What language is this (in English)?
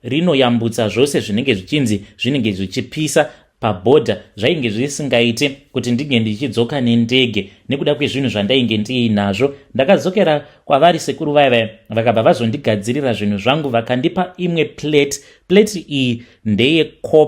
Shona